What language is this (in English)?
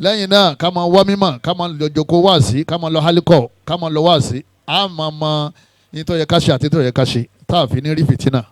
Yoruba